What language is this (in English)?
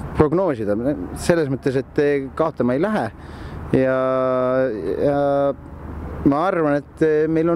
Estonian